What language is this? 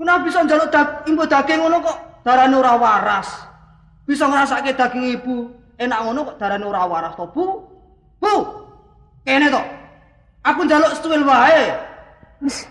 Javanese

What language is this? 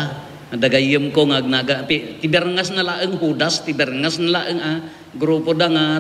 Iloko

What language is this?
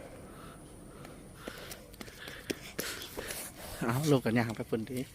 Lao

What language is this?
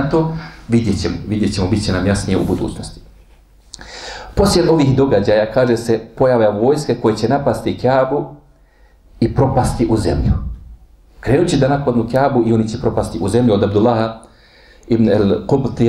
Bosnian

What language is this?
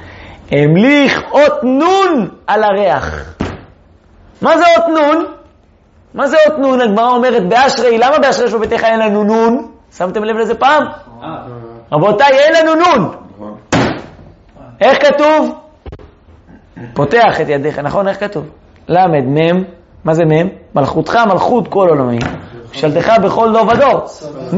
Hebrew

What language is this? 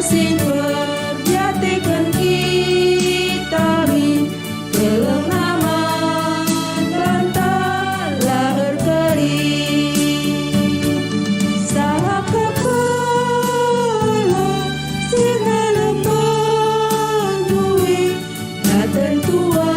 Batak Karo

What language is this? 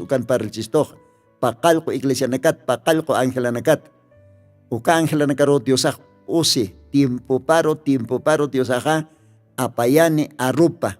Aymara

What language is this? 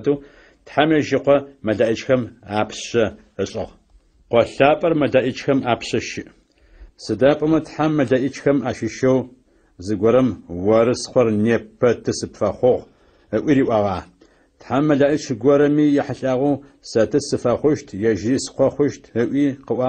Adyghe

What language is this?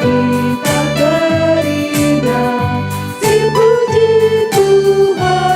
Batak Karo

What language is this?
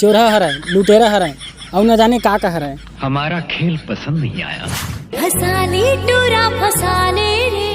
Chhattisgarhi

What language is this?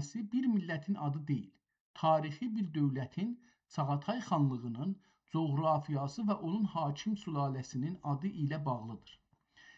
South Azerbaijani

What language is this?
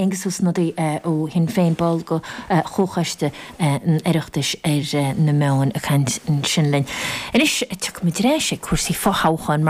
Irish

